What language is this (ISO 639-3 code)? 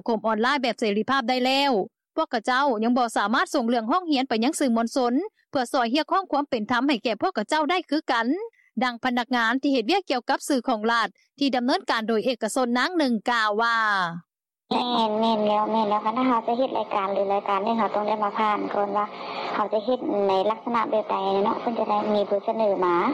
lao